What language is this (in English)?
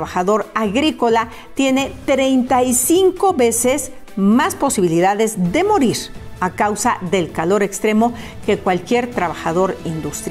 Spanish